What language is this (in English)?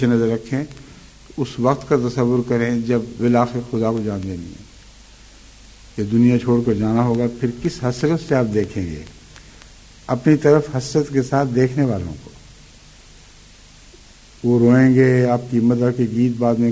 Urdu